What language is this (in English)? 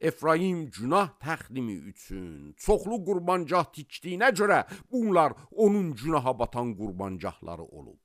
Azerbaijani